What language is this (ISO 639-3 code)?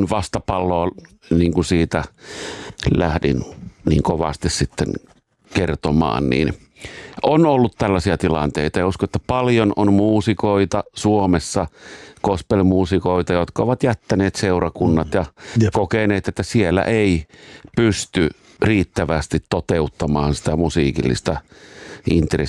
fin